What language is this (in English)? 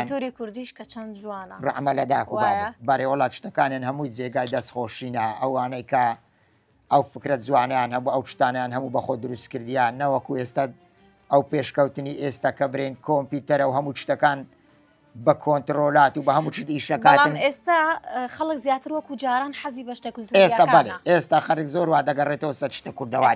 Central Kurdish